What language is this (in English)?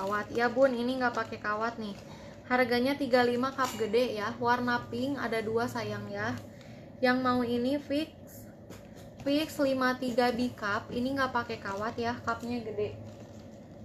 Indonesian